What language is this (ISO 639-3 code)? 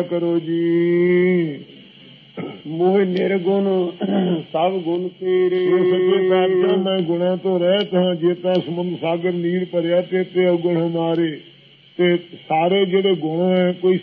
pan